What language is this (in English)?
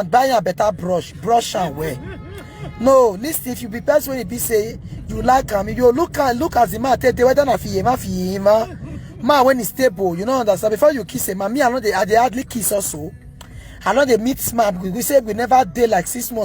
Nigerian Pidgin